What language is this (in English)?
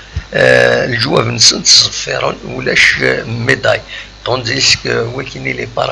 Kabyle